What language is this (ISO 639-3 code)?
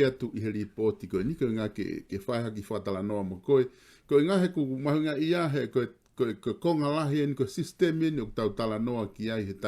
ton